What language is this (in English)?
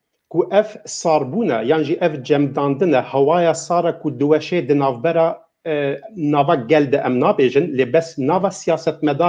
Kurdish